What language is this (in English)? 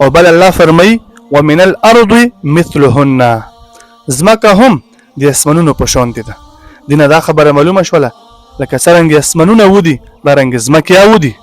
Pashto